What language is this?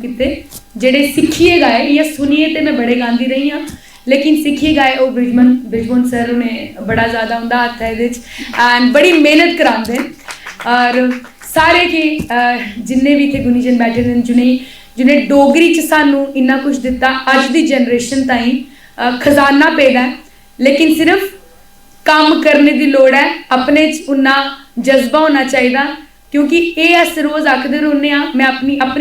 Dogri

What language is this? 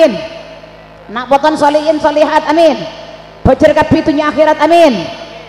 Madurese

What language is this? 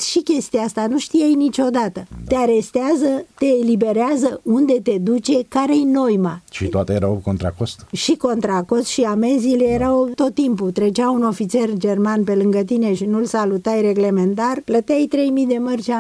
Romanian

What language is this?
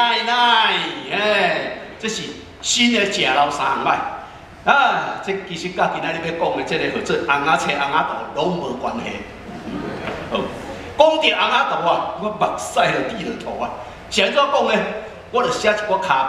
Min Nan Chinese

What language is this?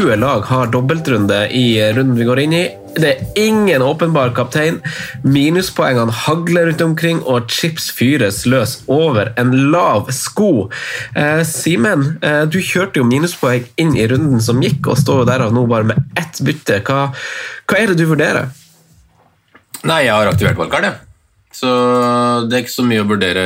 Norwegian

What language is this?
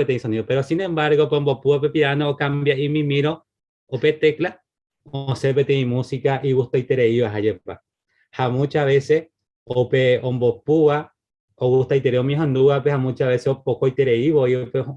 Guarani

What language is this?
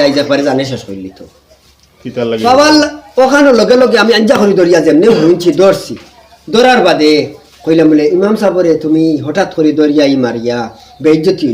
Sylheti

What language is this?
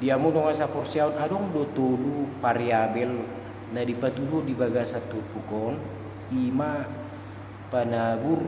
Batak Toba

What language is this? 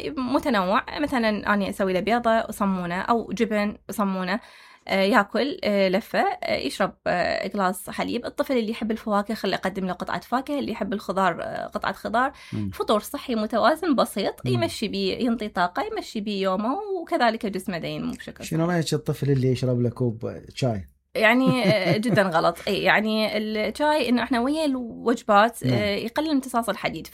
Mesopotamian Arabic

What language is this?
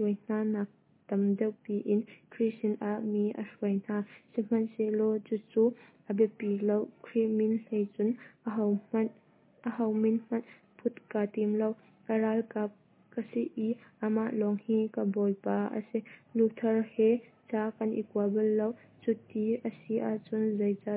Hakha Chin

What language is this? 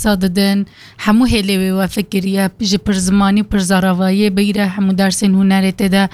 Kurdish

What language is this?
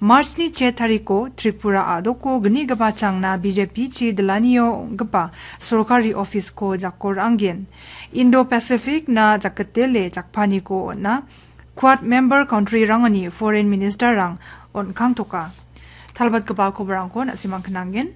Garo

